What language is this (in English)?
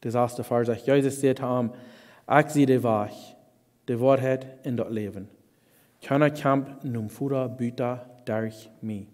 Plautdietsch